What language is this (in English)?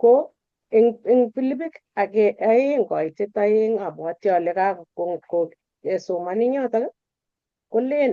Kalenjin